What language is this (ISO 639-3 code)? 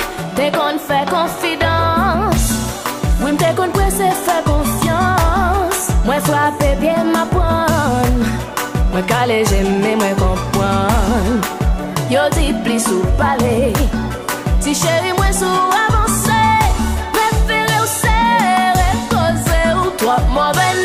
hat